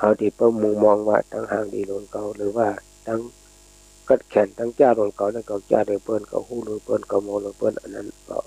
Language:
Shan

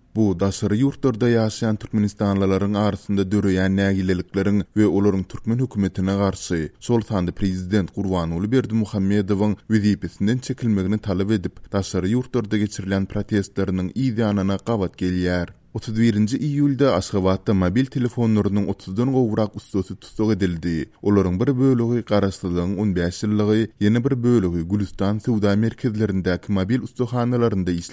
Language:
Turkmen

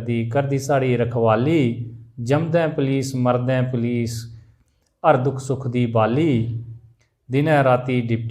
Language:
Dogri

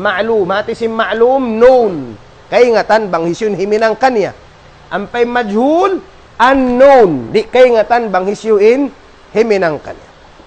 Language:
Tausug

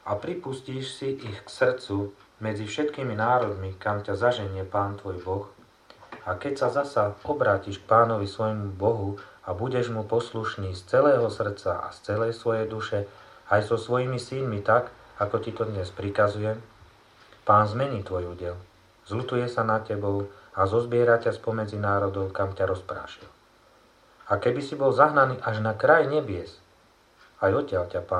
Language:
Slovak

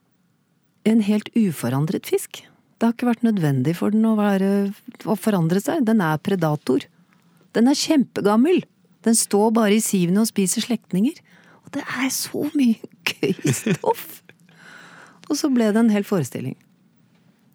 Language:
Norwegian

